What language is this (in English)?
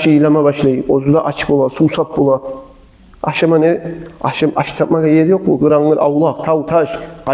Kumyk